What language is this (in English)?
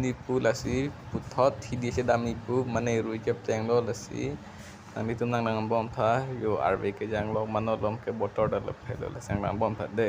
Karbi